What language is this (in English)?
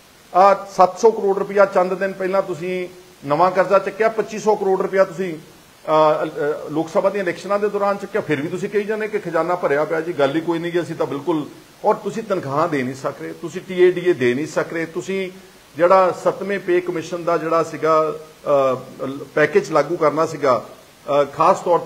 Punjabi